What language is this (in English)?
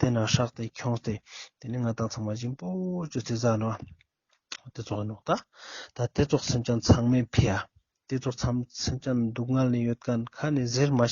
Ladakhi